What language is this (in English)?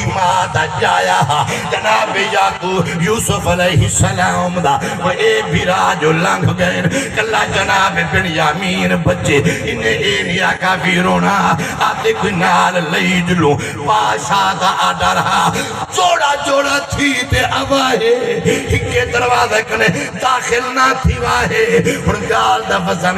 Saraiki